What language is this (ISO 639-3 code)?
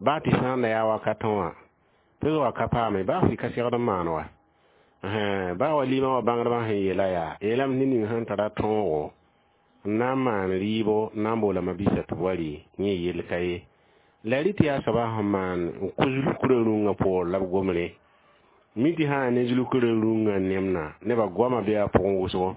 mos